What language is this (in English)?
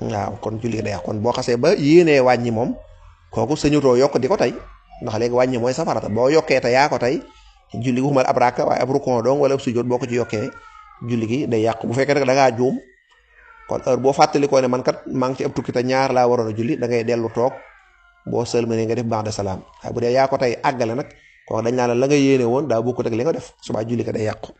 Wolof